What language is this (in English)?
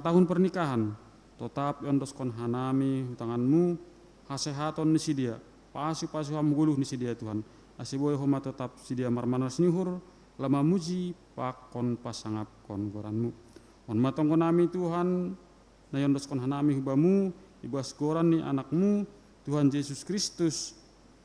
Batak Simalungun